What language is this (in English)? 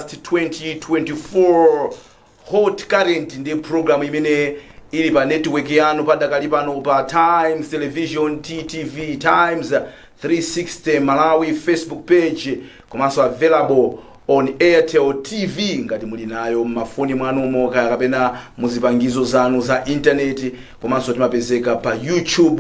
Nyanja